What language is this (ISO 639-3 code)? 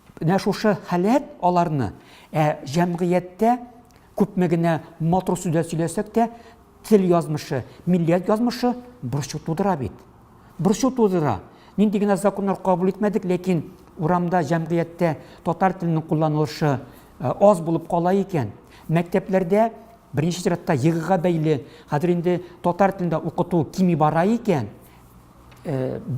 tat